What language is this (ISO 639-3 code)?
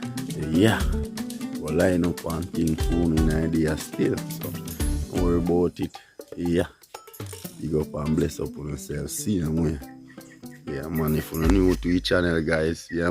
jam